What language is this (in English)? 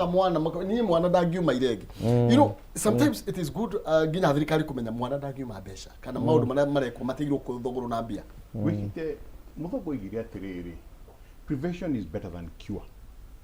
Kikuyu